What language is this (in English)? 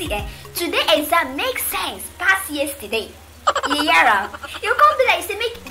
Nigerian Pidgin